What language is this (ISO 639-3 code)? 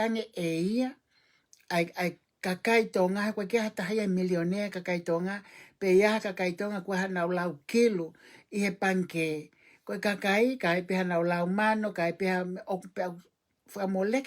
ton